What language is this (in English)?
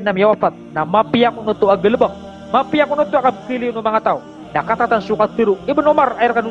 Maranao